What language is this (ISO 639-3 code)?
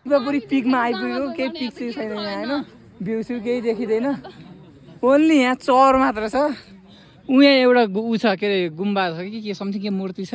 nep